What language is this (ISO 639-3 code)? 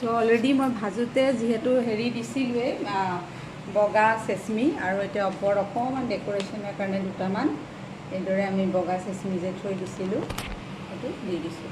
asm